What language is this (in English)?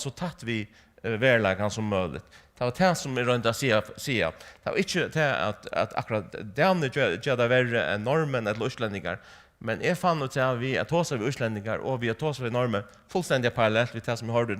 Faroese